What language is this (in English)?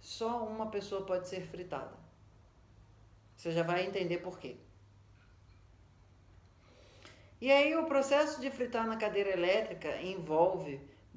Portuguese